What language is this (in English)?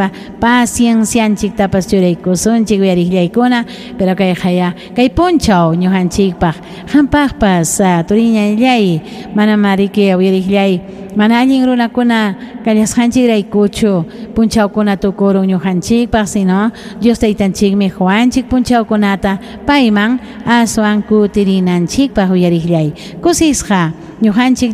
Ayacucho Quechua